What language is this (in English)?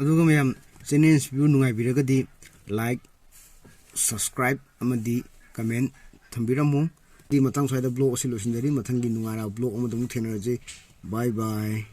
Manipuri